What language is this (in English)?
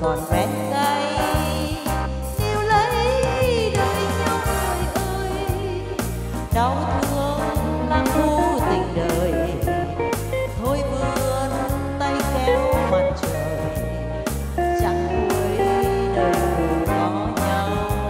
Vietnamese